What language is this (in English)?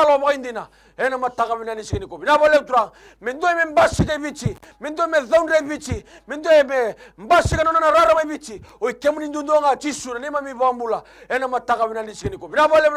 Fijian